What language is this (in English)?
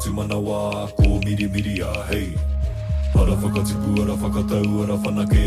Māori